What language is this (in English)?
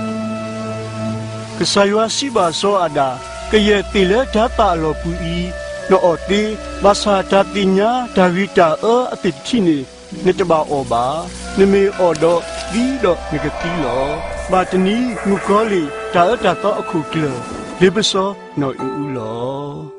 S'gaw Karen